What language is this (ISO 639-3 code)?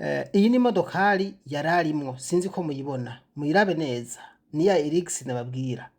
run